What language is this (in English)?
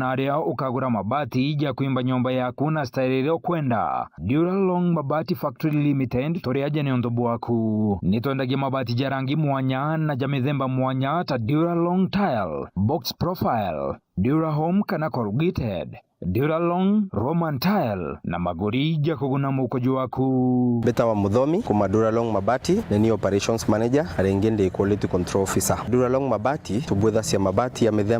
Meru